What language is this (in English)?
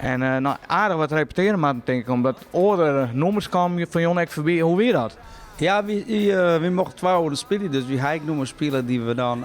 Western Frisian